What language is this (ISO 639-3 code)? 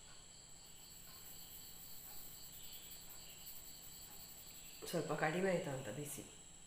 kan